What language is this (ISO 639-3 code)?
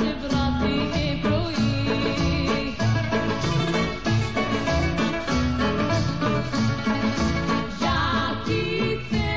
ell